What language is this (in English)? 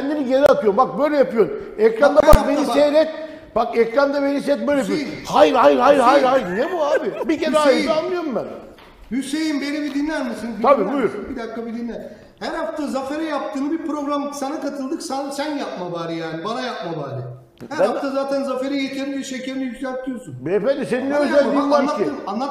Turkish